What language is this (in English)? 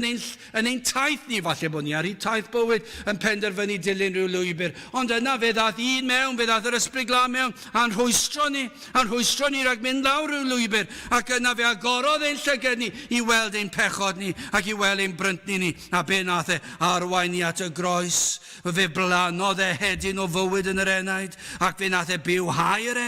Welsh